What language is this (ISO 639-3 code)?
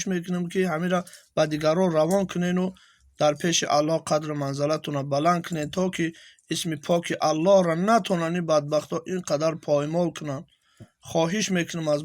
tgk